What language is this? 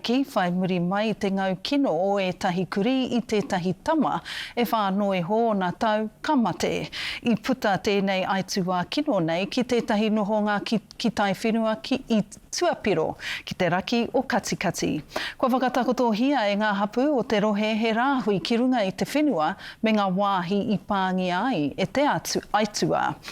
Māori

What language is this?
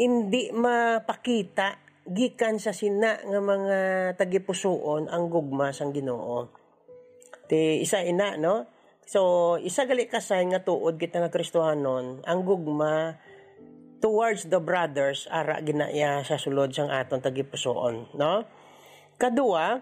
Hiligaynon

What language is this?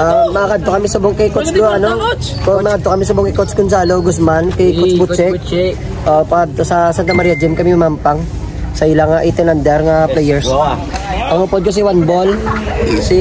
Hiligaynon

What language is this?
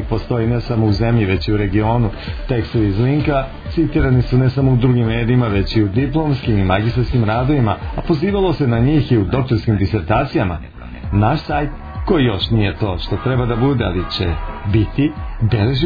Serbian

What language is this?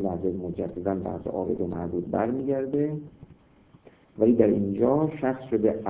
Persian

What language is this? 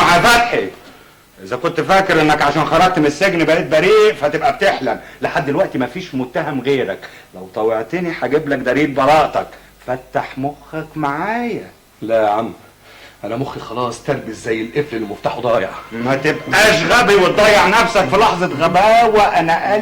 Egyptian Arabic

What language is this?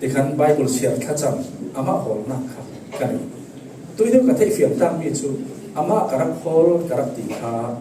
Falam Chin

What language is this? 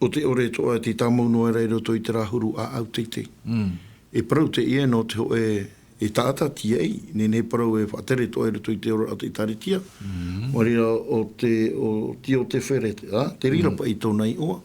Tahitian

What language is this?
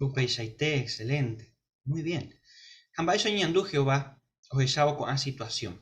Guarani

